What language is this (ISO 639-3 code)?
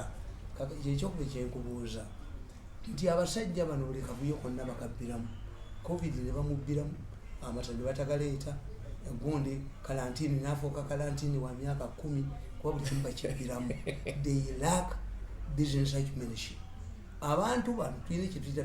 lug